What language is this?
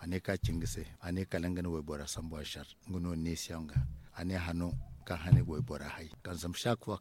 Zarma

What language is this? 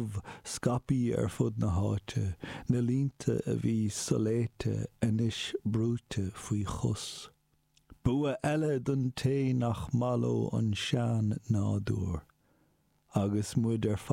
Irish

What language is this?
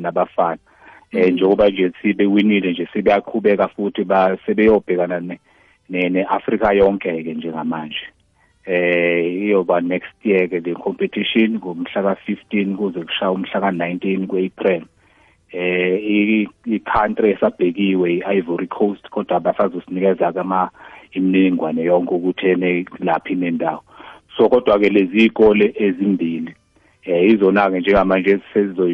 South Ndebele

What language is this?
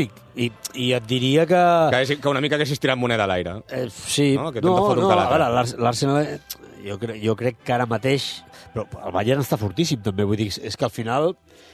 Catalan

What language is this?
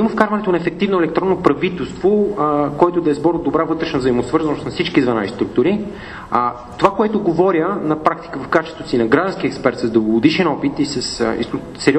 Bulgarian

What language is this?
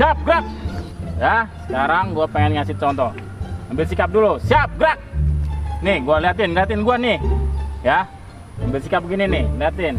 Betawi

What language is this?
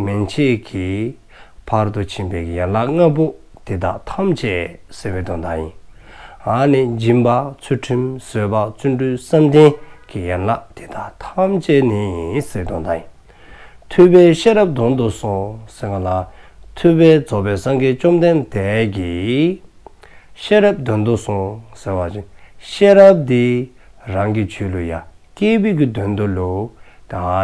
Dzongkha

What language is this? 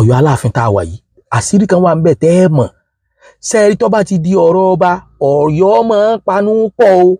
Yoruba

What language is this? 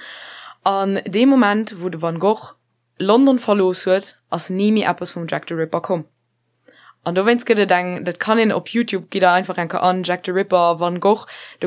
Luxembourgish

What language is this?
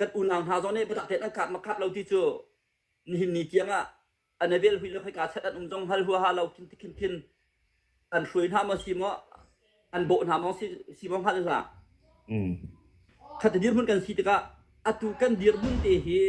Hakha Chin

